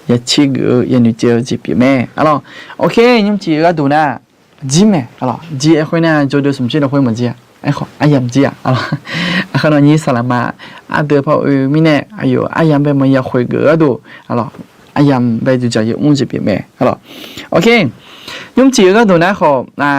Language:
Akha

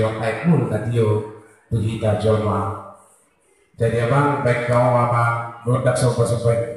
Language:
Batak Toba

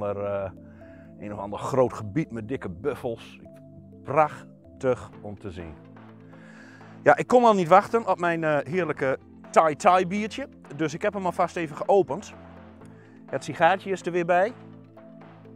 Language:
Dutch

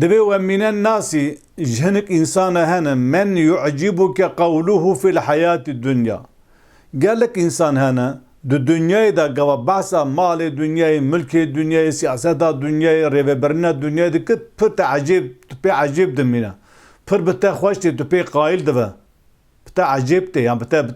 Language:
Kurdish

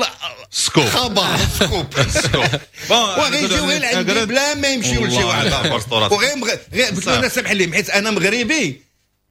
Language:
Moroccan Arabic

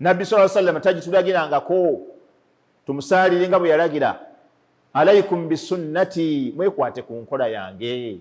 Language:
Ganda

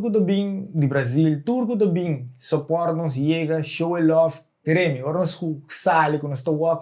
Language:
Papiamento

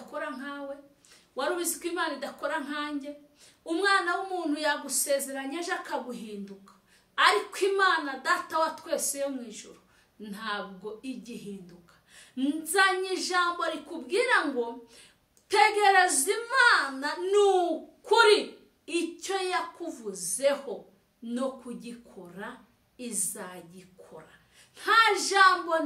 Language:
Kinyarwanda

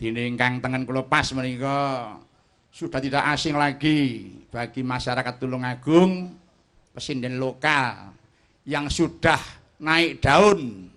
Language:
Javanese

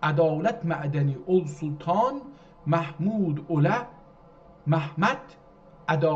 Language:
South Azerbaijani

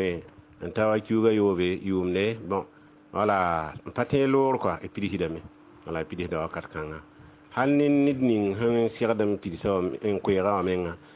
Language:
Mossi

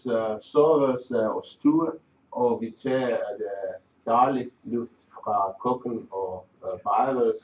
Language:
Danish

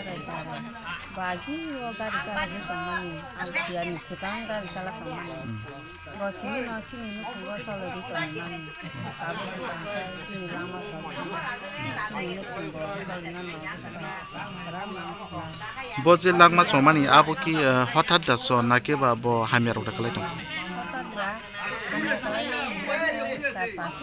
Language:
Kok Borok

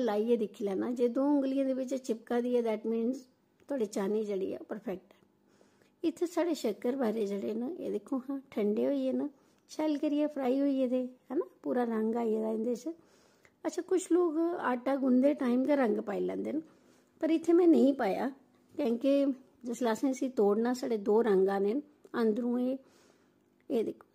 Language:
Dogri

